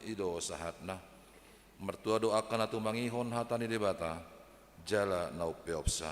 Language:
Batak Toba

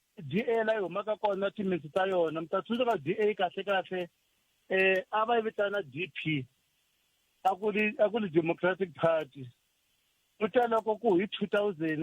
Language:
Tsonga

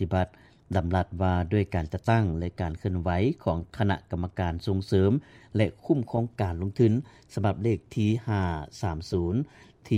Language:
Lao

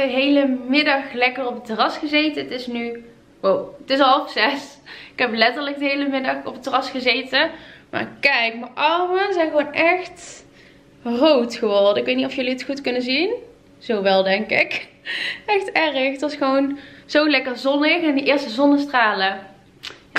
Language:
Dutch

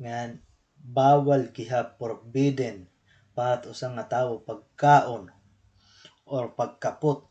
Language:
Waray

